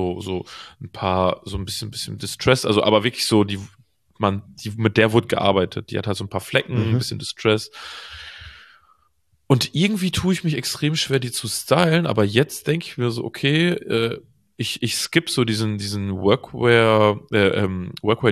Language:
German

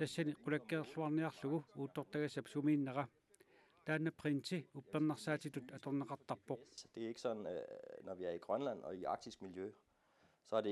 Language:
Kalaallisut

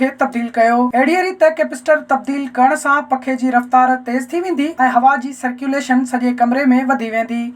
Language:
Sindhi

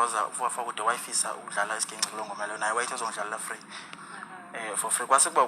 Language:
Zulu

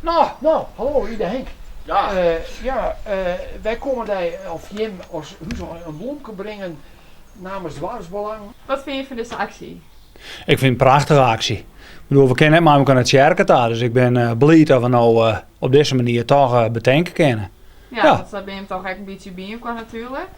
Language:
Western Frisian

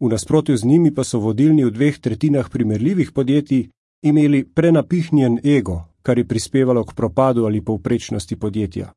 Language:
Slovenian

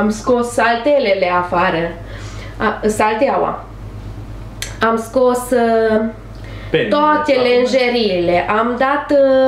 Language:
Romanian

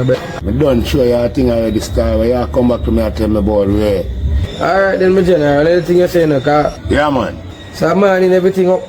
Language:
Jamaican Creole English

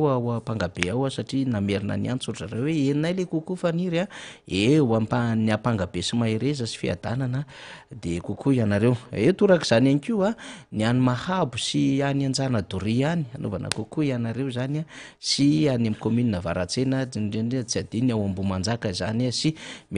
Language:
Malagasy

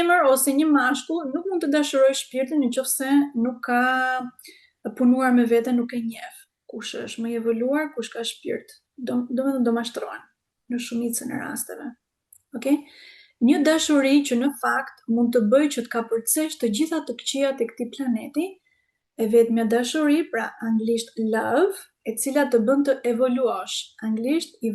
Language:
Albanian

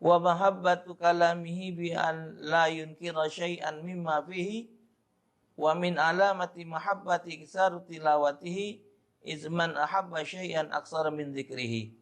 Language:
Musi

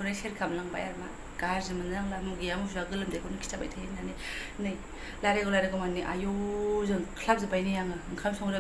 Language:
Bodo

